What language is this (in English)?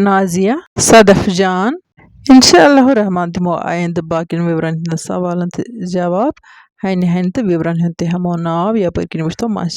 Kashmiri